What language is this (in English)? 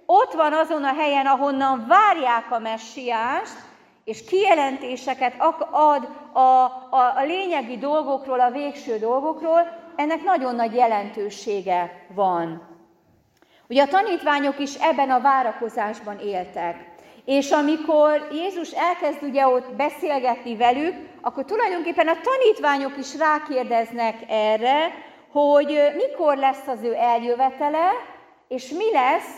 Hungarian